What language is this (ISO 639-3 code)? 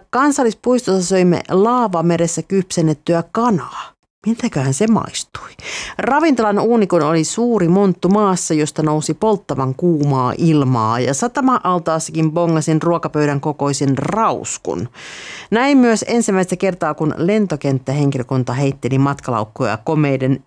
fin